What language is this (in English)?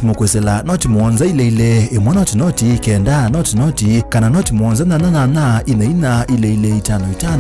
Kamba